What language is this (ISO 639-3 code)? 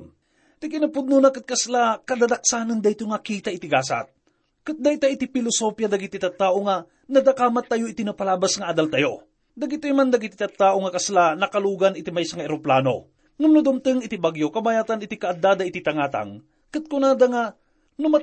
ilo